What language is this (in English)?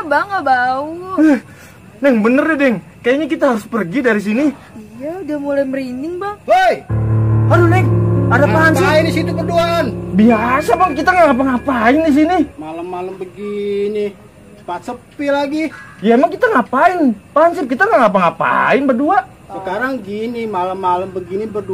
Betawi